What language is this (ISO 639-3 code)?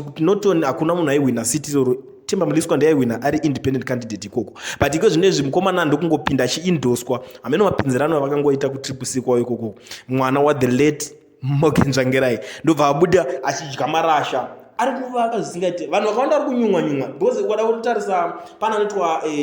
sna